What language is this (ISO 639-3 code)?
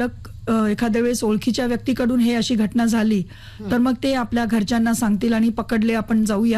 mar